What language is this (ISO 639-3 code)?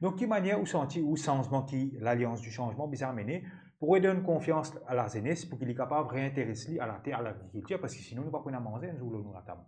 mfe